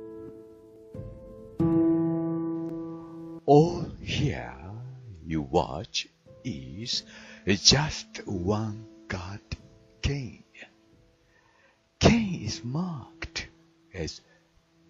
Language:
Japanese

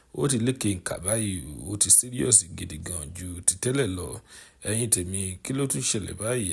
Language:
Yoruba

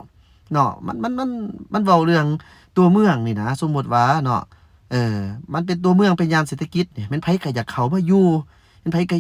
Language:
Lao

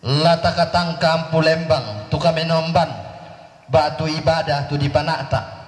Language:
Toraja-Sa'dan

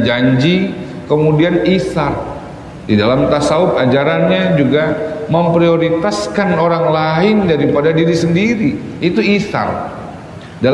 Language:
Indonesian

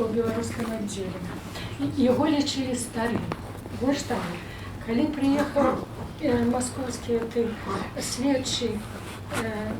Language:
Belarusian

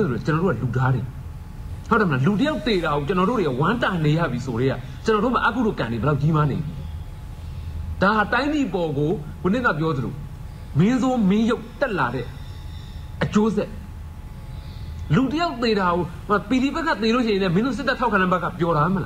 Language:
Burmese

